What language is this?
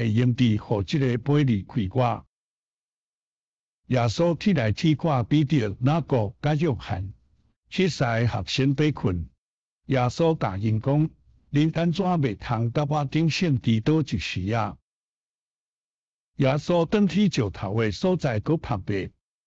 Min Nan Chinese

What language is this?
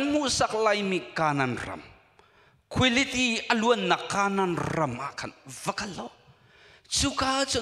Hakha Chin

